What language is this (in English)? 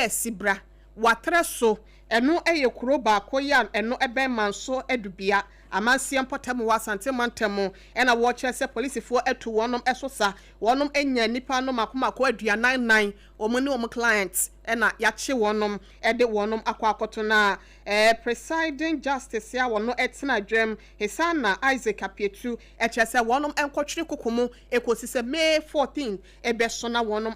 Akan